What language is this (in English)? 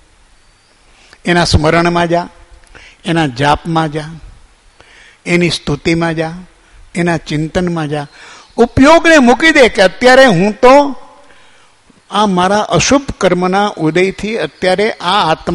Gujarati